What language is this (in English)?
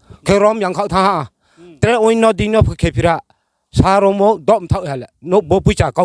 Riang (India)